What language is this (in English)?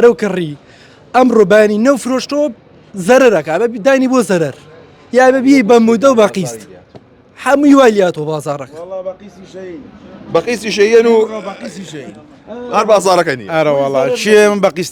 Central Kurdish